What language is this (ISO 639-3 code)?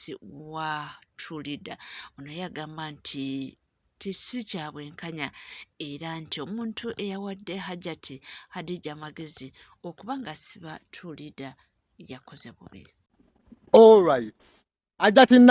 lug